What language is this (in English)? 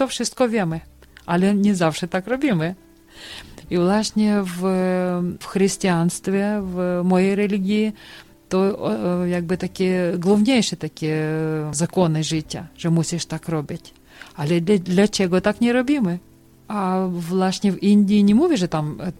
Polish